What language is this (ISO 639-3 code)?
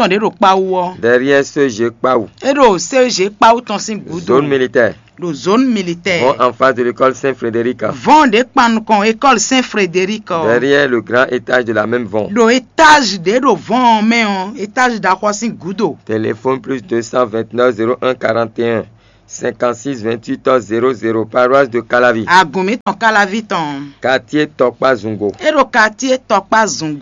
fon